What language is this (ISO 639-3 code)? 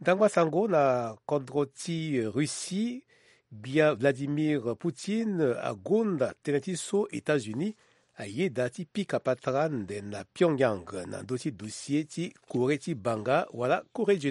sag